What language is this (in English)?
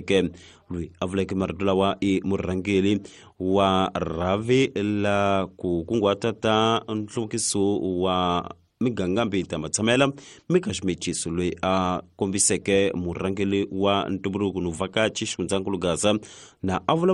Tsonga